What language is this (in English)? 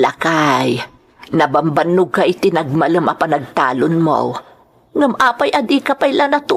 Iloko